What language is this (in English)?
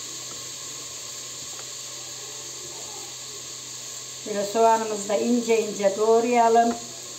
Turkish